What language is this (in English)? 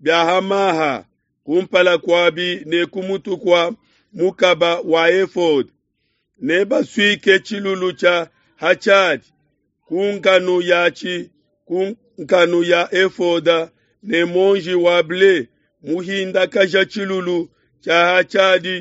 Luba-Lulua